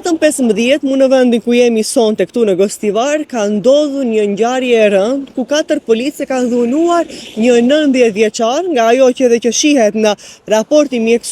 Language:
Albanian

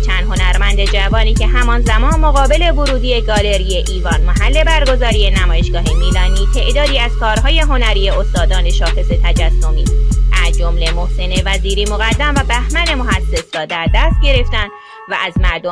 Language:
Persian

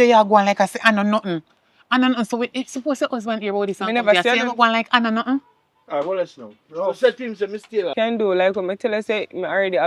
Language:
Jamaican Creole English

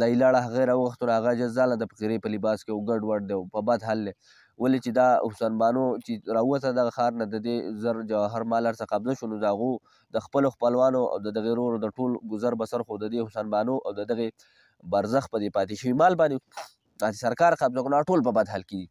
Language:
Pashto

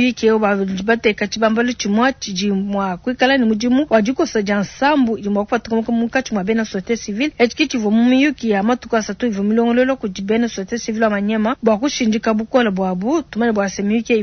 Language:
Luba-Lulua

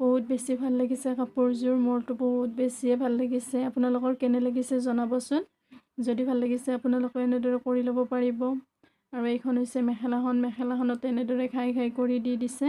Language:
Assamese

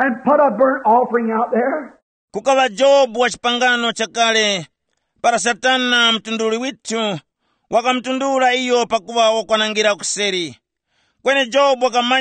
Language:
Tumbuka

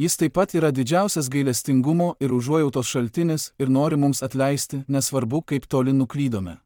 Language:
Lithuanian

